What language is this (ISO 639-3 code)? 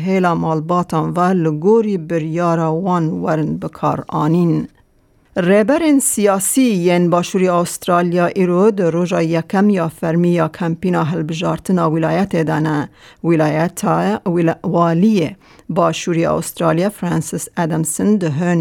kur